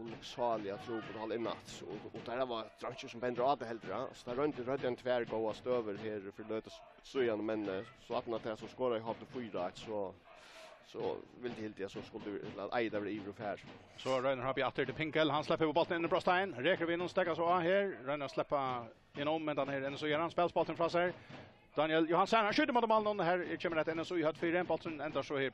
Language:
Faroese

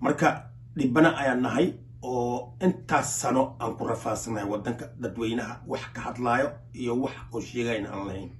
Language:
Somali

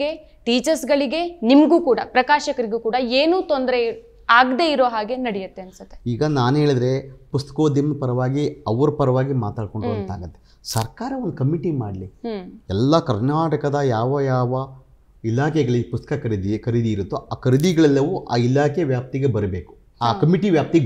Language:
Kannada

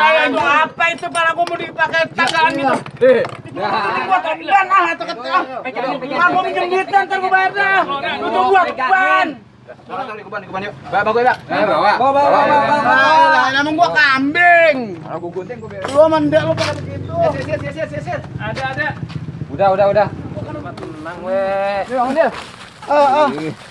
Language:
Betawi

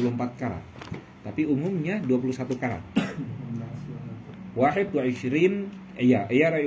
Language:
Indonesian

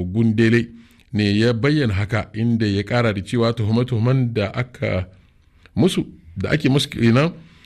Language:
Hausa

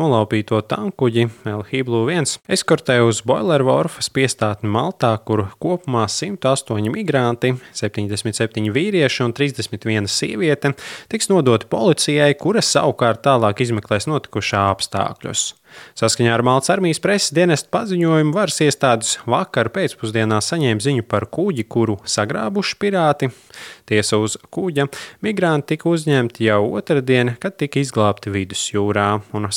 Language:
Latvian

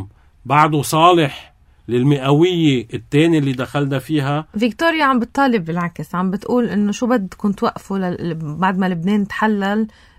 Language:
North Levantine Arabic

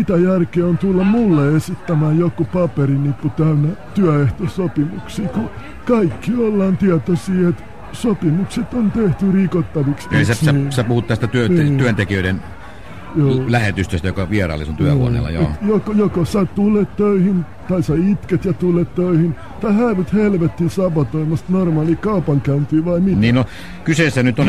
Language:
Finnish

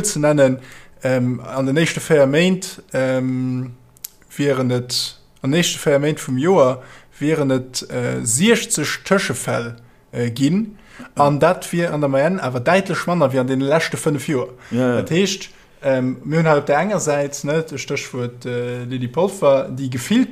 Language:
Luxembourgish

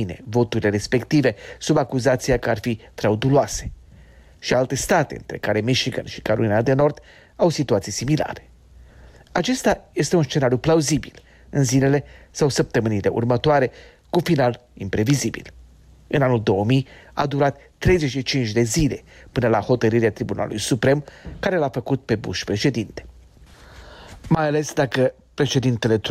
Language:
Romanian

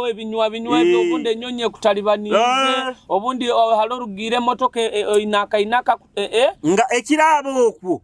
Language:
Nyoro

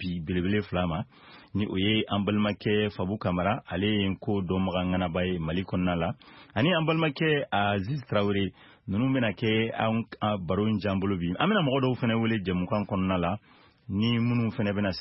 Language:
Bambara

